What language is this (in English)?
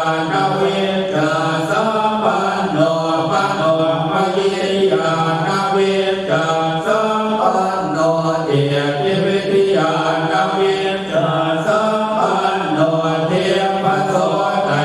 Pali